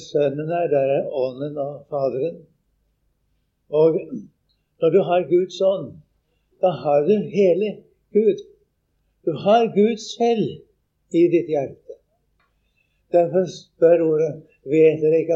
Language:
Norwegian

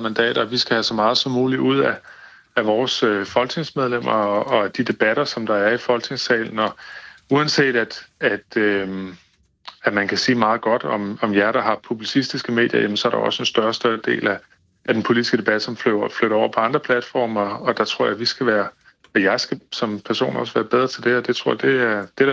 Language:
Danish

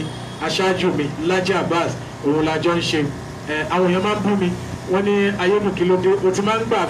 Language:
Yoruba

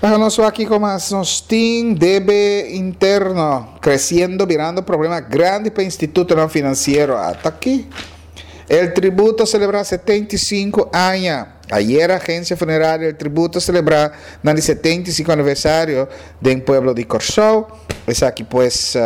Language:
Papiamento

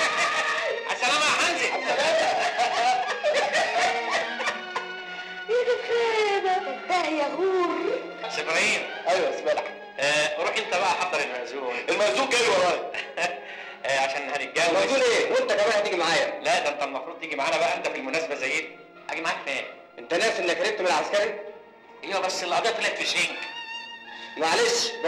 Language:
Egyptian Arabic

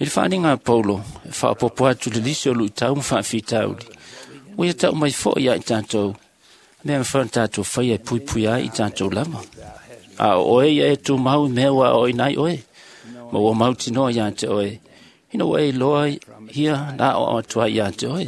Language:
Samoan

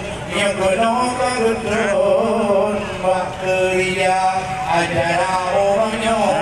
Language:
Achinese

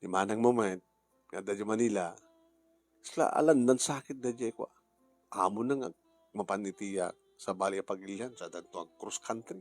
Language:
Iloko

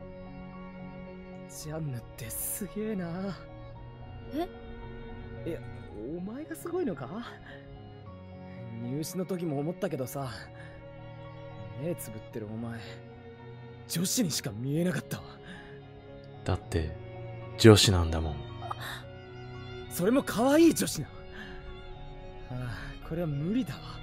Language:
Japanese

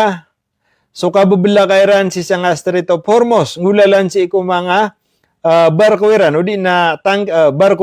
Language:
Maranao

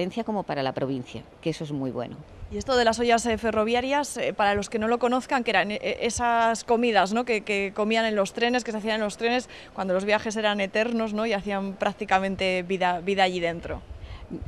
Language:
Spanish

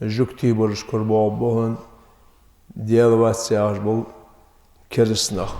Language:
Ingush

